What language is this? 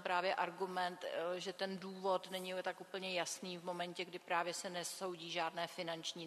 Czech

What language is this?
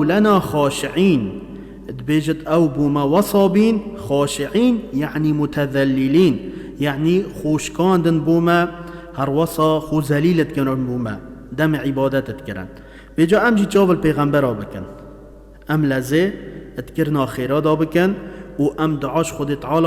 Kurdish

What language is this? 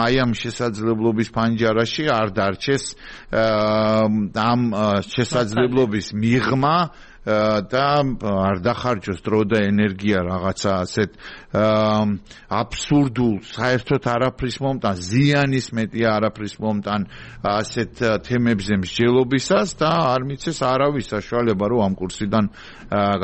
Georgian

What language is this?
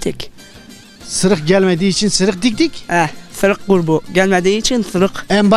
Zaza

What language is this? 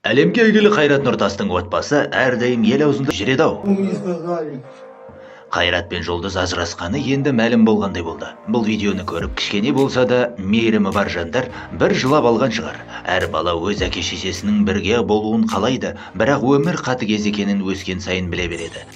Kazakh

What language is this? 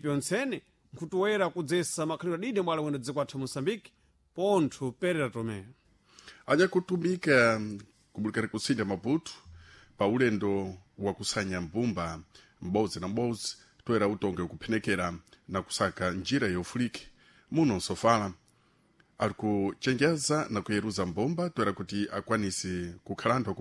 Sena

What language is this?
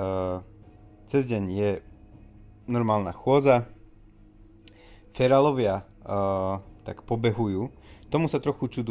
Slovak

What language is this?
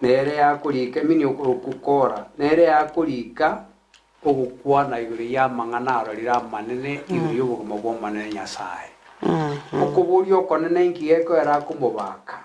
Gusii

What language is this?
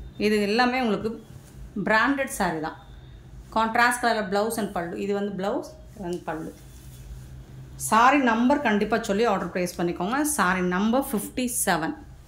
Tamil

